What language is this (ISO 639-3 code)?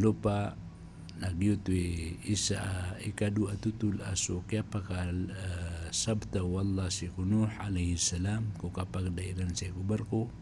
mrw